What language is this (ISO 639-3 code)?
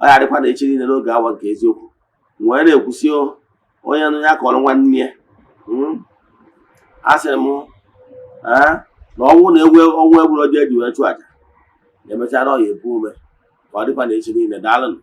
ibo